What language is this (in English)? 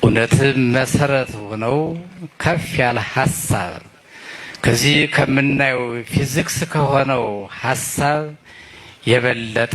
Amharic